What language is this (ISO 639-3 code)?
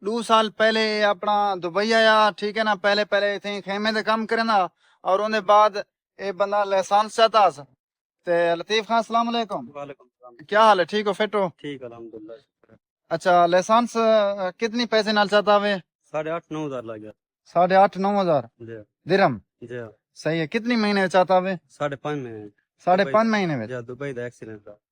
skr